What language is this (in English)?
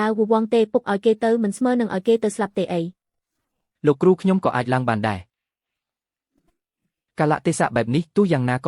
Khmer